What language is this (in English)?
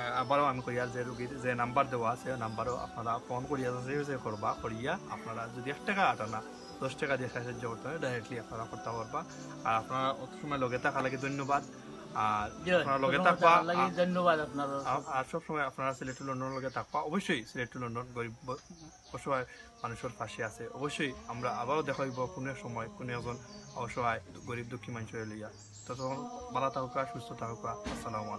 Sylheti